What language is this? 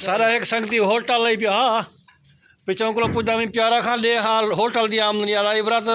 Saraiki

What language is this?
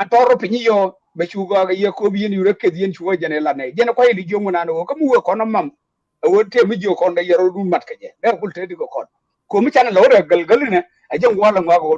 Nuer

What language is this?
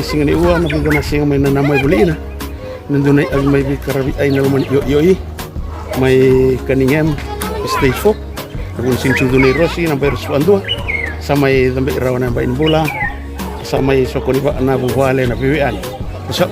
Fijian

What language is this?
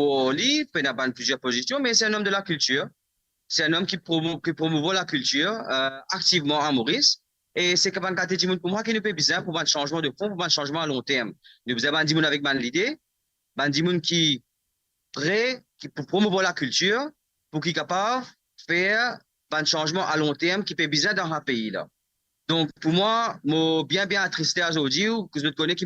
Morisyen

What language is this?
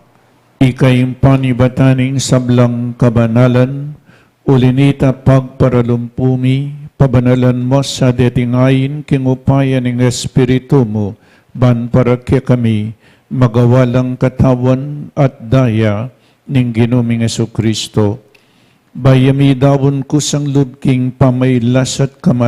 Pampanga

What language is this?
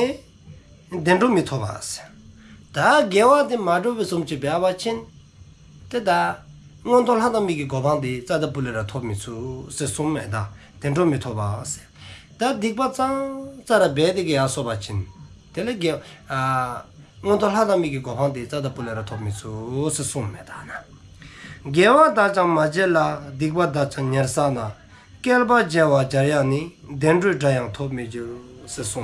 Dzongkha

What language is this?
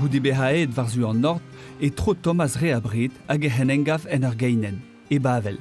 Breton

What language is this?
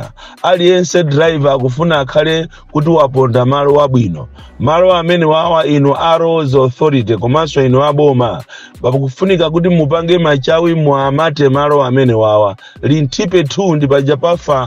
Nyanja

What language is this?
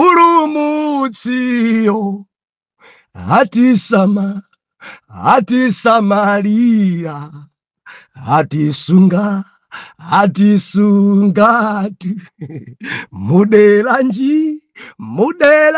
Nyanja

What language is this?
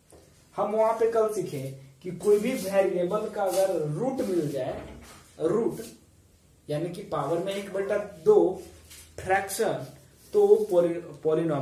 Hindi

